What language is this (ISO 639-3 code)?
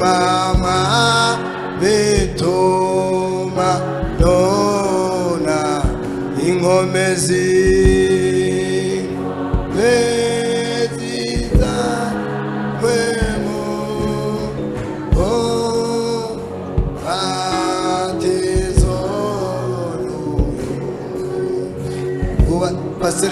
run